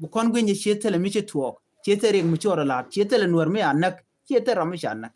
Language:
Nuer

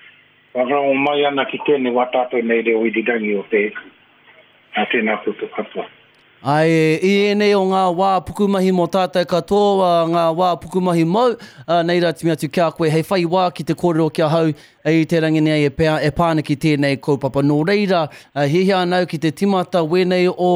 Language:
Māori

